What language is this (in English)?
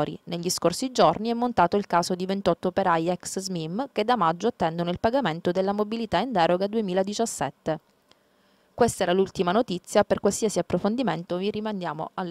Italian